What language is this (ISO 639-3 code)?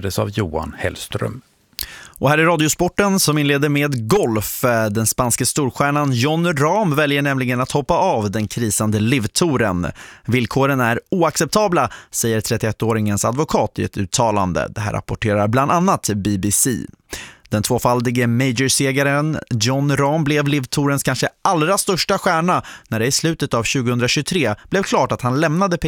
swe